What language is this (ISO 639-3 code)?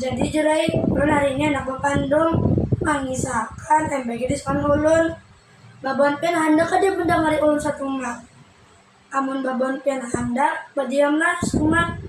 bjn